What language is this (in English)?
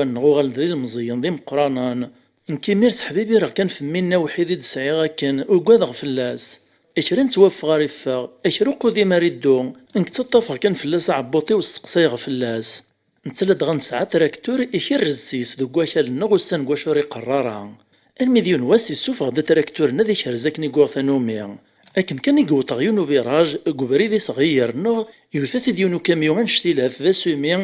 Kabyle